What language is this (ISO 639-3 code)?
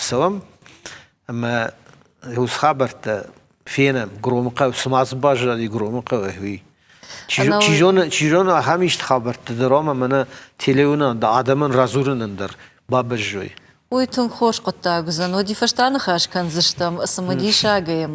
oss